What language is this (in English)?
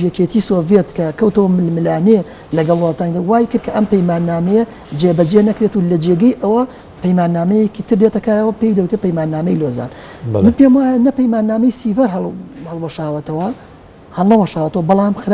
Central Kurdish